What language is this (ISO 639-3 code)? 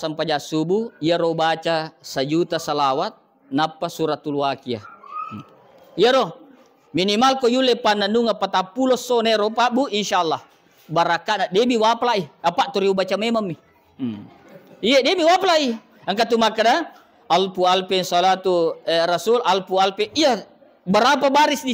bug